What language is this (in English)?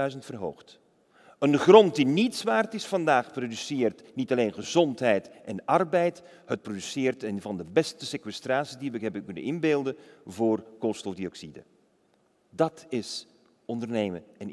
Dutch